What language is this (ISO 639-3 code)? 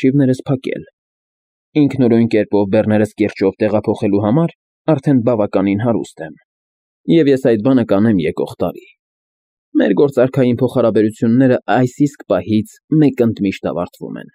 hye